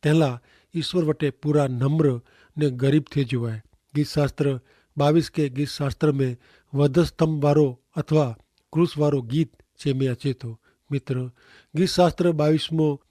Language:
Kachhi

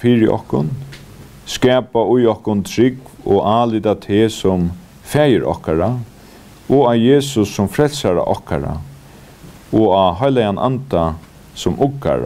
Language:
Faroese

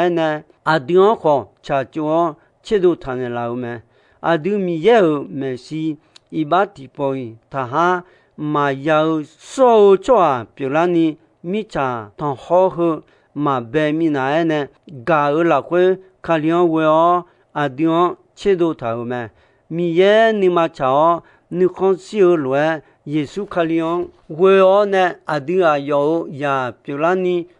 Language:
Akha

